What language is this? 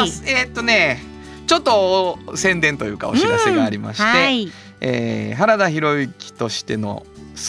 Japanese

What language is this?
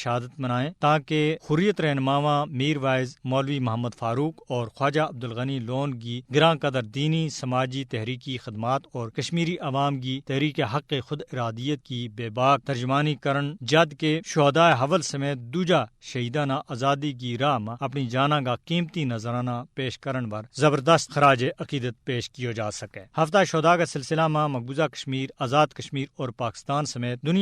Gujari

